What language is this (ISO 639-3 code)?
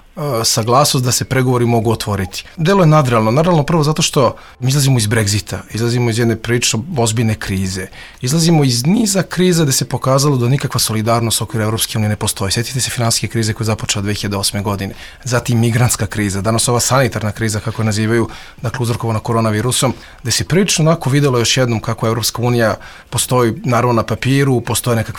srp